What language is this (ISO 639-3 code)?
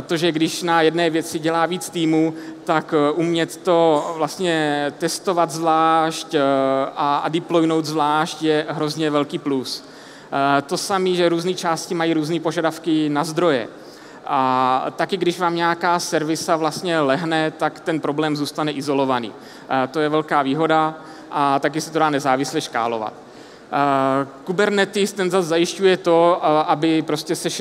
ces